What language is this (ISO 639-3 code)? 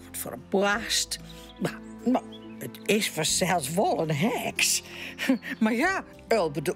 fry